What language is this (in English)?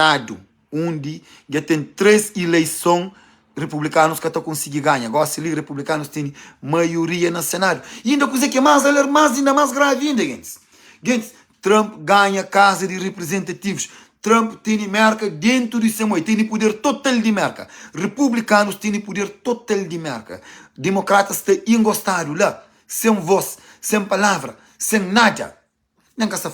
Kabuverdianu